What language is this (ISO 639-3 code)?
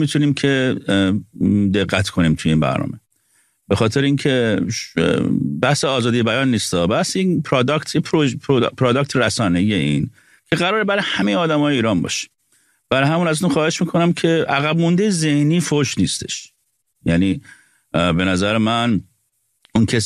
fas